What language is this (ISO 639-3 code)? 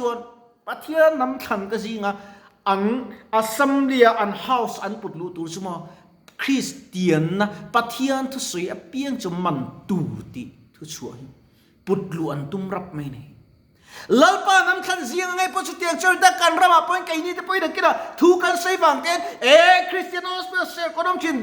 lus